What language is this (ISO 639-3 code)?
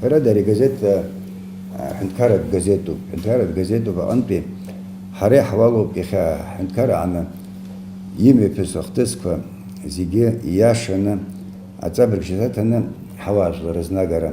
abk